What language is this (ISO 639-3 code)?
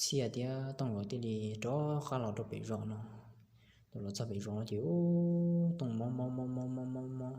hmn